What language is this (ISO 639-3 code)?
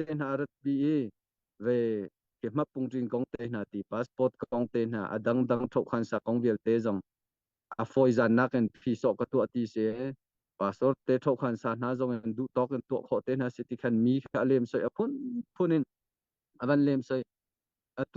cnh